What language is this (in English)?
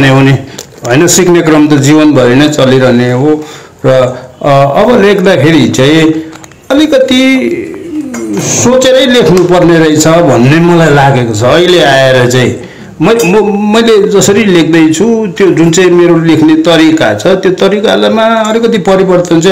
Nepali